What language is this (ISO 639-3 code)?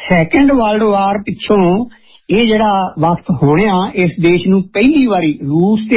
pan